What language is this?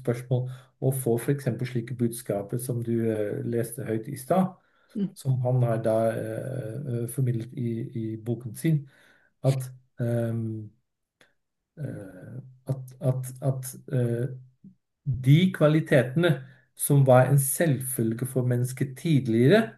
Norwegian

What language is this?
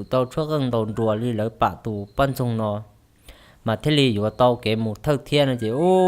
Hmong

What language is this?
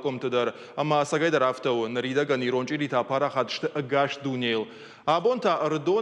Ossetic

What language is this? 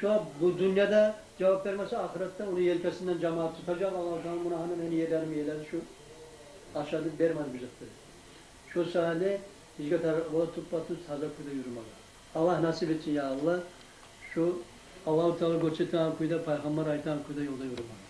Kumyk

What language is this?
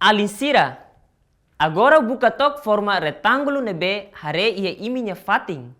Tetum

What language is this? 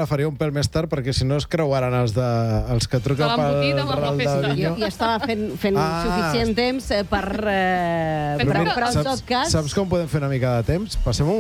Catalan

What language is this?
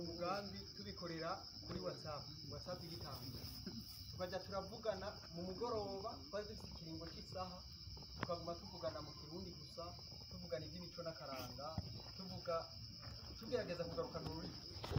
Rundi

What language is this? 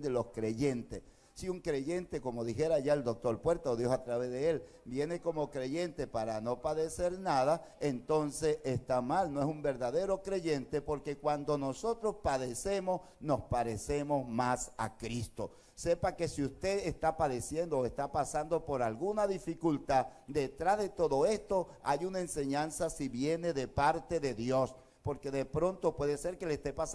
Spanish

